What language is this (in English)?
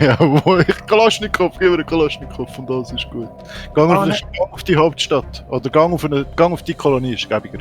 Swiss German